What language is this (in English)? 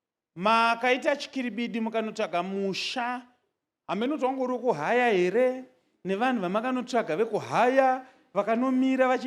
Shona